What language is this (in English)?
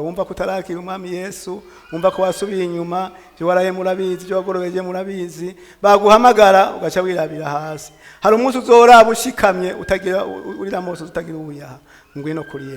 Rundi